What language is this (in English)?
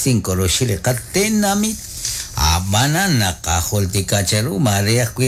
Kekchí